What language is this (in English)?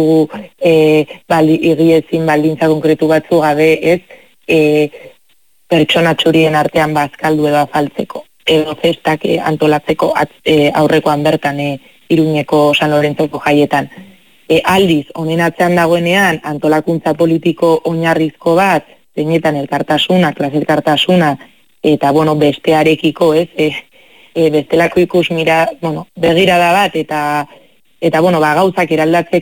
Basque